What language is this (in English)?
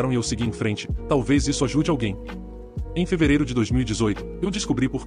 Portuguese